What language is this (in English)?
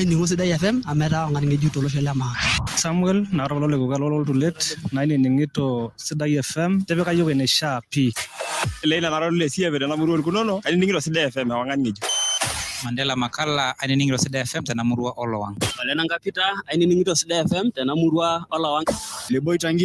Masai